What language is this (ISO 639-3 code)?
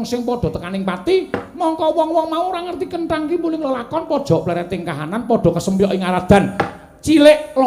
jav